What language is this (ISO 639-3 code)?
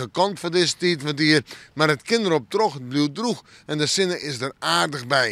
fry